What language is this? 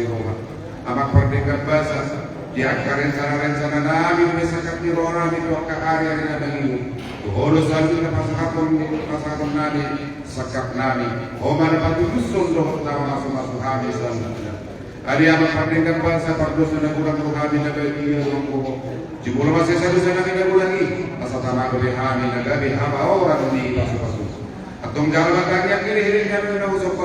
Batak Toba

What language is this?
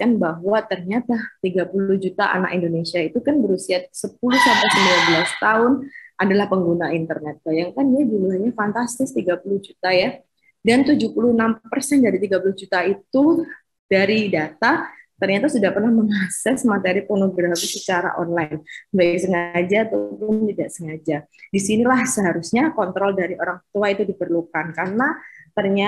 Indonesian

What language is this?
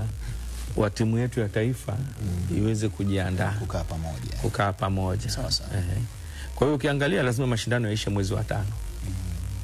Swahili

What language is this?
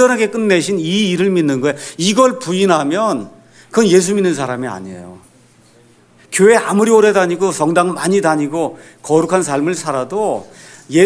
Korean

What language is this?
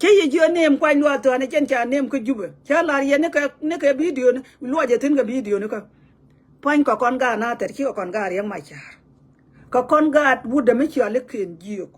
Nuer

